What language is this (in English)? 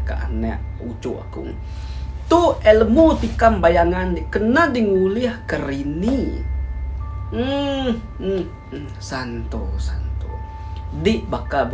Iban